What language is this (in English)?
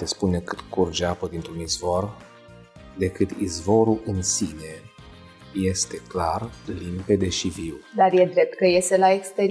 Romanian